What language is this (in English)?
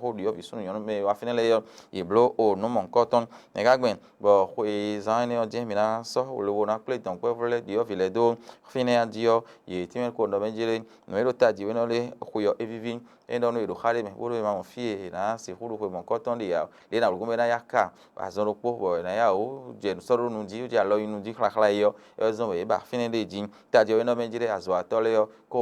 Fon